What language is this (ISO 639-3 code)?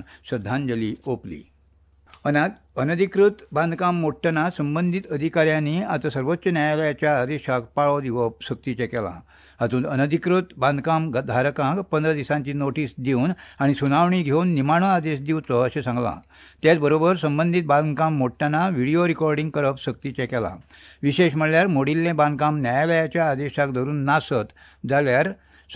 kok